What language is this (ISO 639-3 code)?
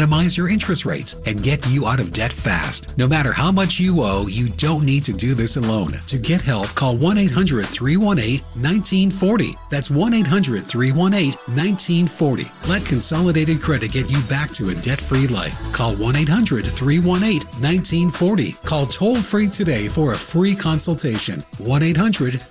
eng